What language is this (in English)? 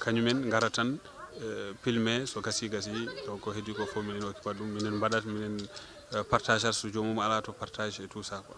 Fula